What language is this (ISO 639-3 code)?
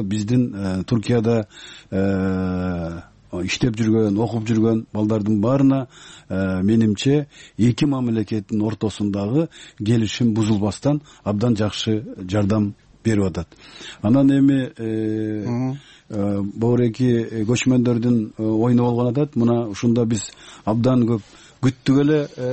kir